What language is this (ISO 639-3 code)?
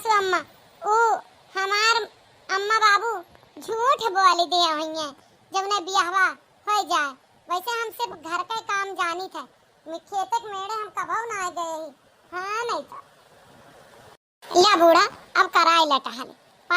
awa